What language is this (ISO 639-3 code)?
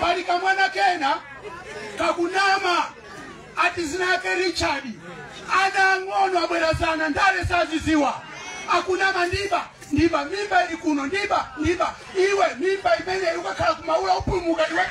nya